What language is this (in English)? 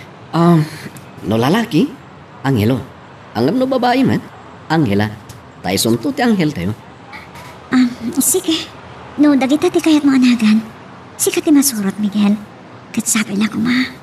Iloko